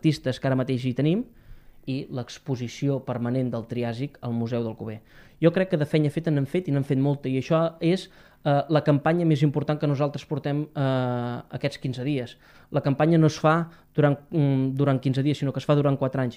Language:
Catalan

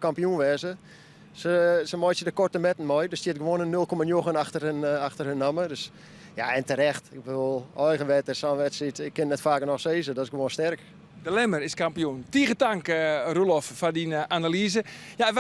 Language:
Western Frisian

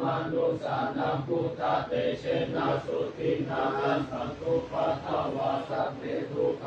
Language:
Pali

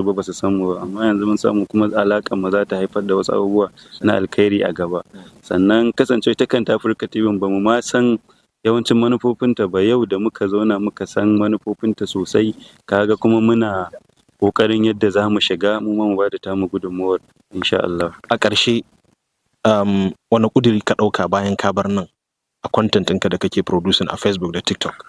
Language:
Hausa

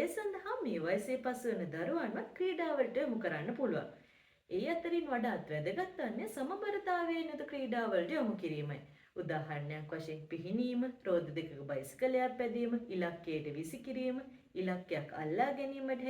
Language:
Sinhala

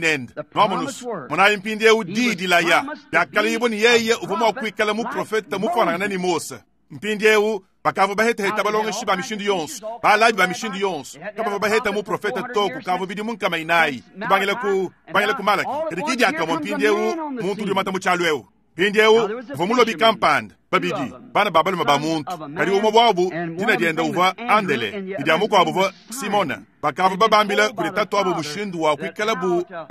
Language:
Luba-Lulua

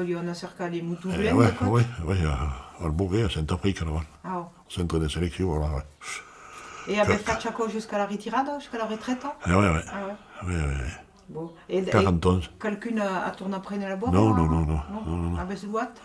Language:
Occitan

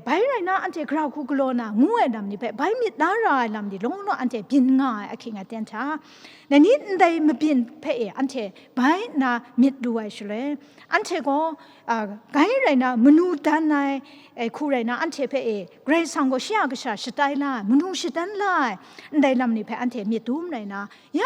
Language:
Kachin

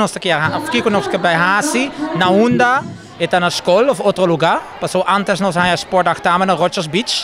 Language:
Papiamento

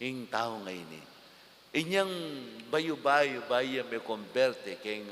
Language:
Pampanga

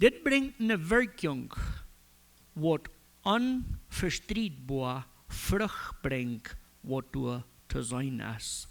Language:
Plautdietsch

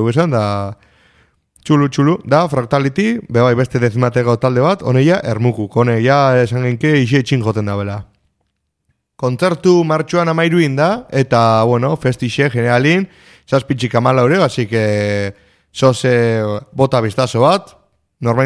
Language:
Basque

